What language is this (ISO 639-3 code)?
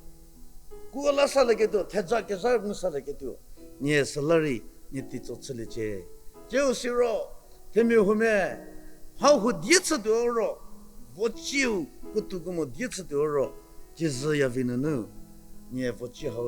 njm